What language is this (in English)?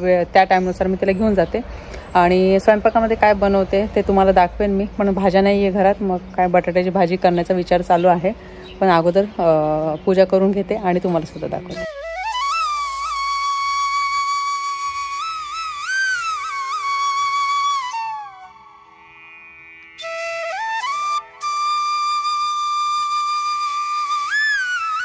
Marathi